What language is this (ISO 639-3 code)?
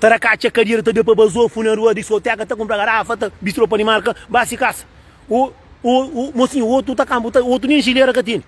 kea